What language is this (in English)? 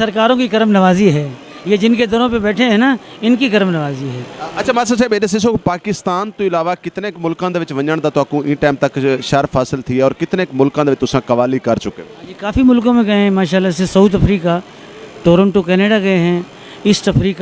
Saraiki